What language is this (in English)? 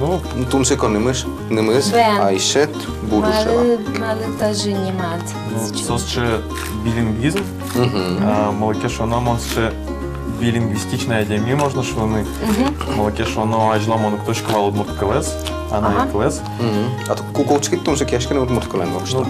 Udmurt